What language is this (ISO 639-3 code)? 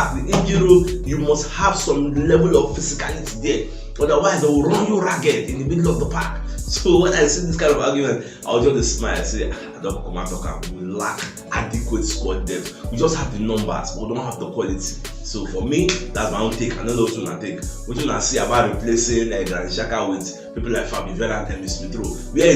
pcm